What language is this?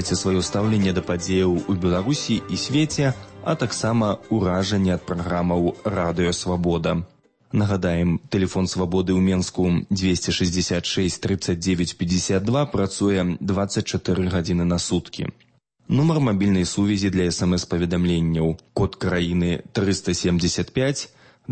Belarusian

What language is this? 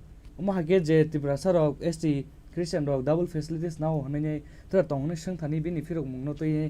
Kok Borok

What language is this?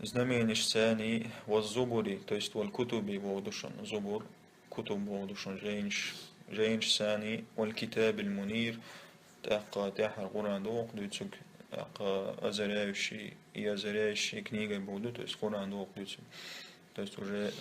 Chechen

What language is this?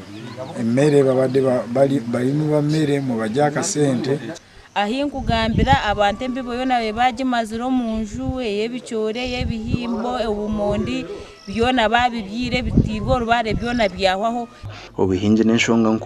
Nyankole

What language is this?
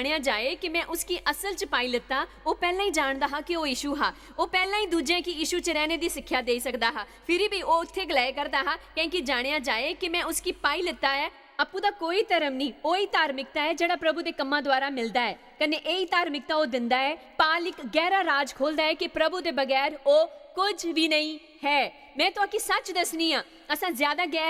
Dogri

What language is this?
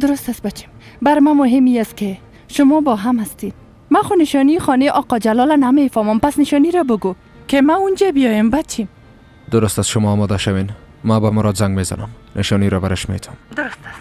Persian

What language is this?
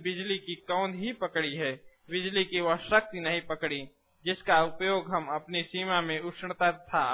Hindi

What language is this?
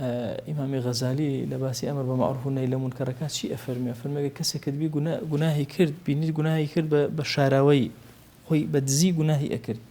Central Kurdish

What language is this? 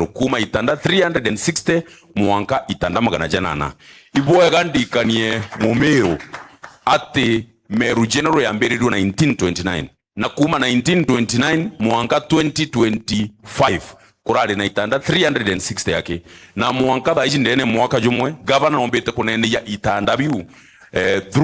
Meru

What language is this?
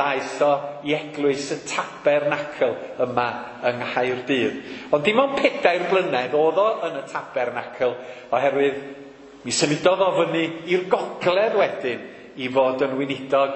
Welsh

